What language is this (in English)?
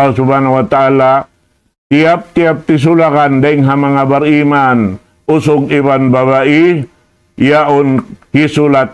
Tausug